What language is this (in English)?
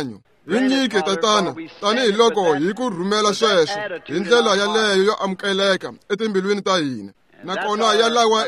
Tsonga